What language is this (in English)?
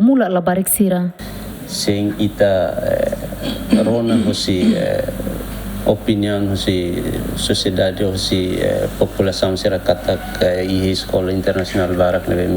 Tetum